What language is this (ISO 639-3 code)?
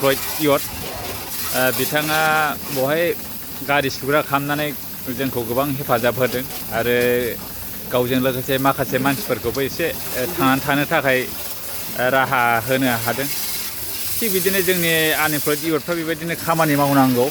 brx